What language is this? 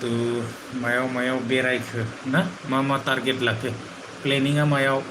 Bodo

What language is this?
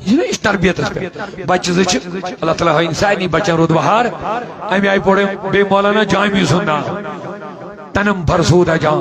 Kashmiri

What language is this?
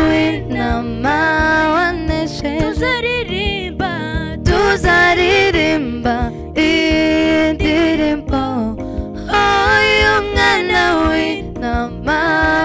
Kinyarwanda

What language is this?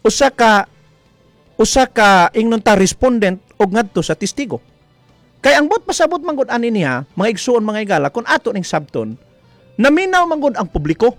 Cebuano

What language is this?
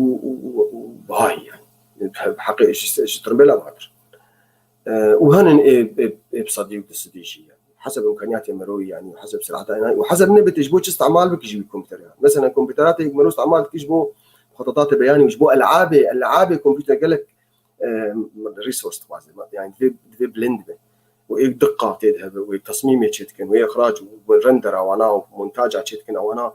Kurdish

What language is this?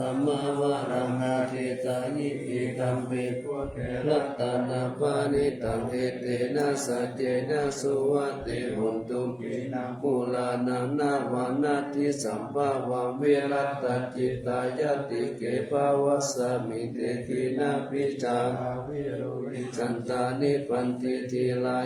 Pali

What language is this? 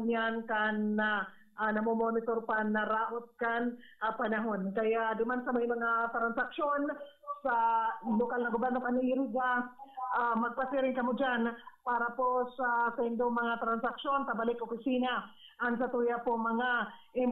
Bikol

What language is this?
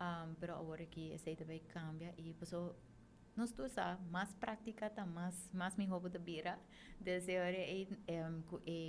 Papiamento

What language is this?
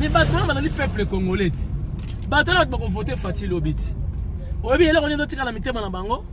Lingala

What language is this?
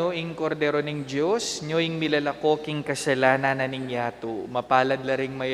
Pampanga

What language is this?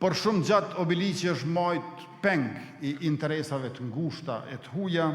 Albanian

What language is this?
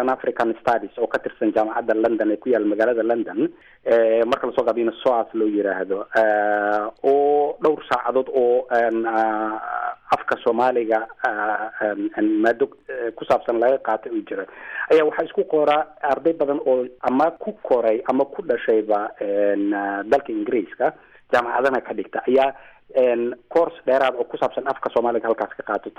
Somali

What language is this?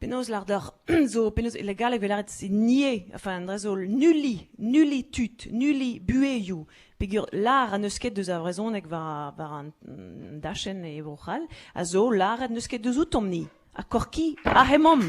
Breton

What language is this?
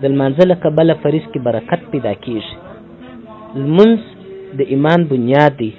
Pashto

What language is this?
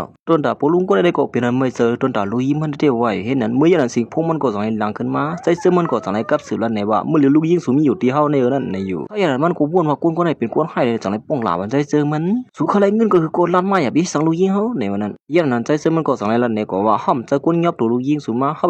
Shan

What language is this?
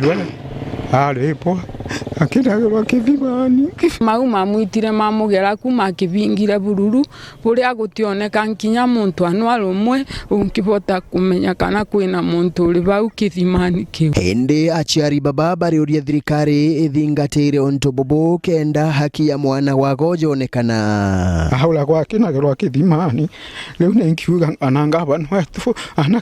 Meru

